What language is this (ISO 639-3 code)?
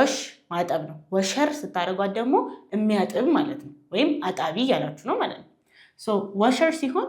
amh